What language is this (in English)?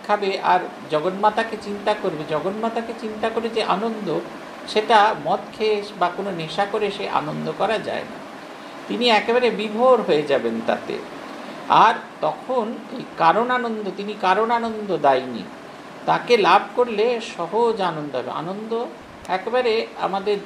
Bangla